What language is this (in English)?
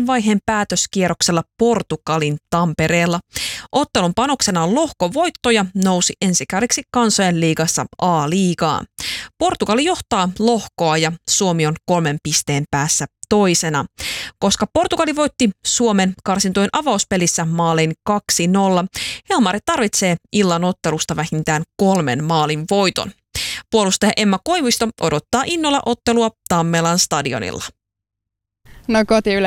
Finnish